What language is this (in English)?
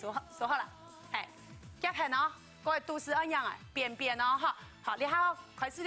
Hakka Chinese